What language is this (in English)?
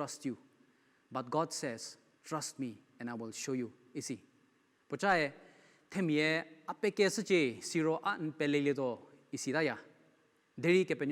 Angami Naga